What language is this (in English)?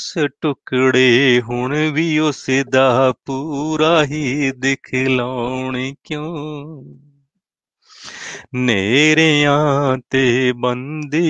Punjabi